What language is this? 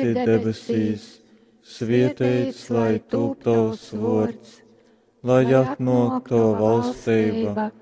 Latgalian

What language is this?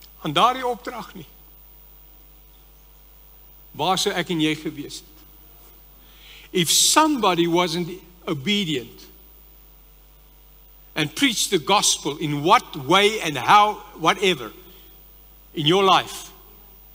Afrikaans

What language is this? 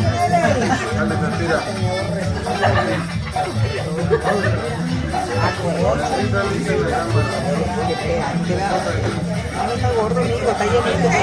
Spanish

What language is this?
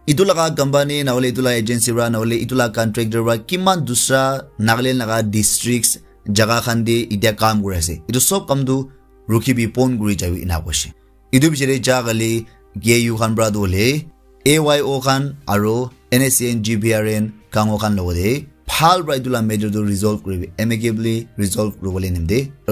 Naga Pidgin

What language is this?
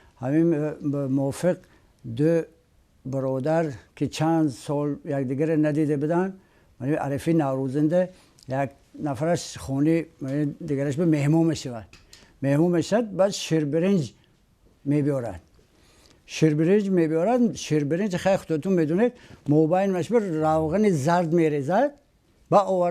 Tajik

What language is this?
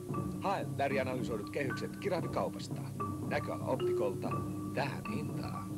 Finnish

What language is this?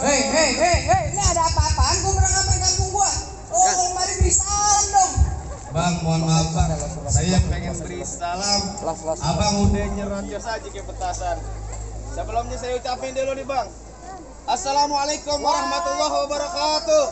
Betawi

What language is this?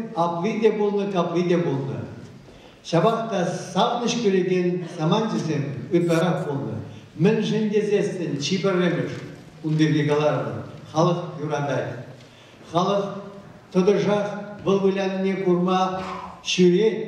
Chuvash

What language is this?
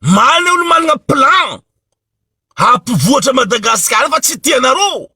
Malagasy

